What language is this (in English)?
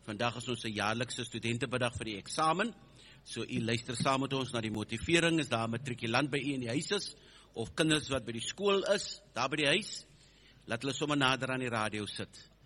Afrikaans